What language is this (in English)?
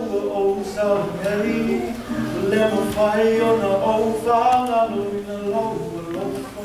Samoan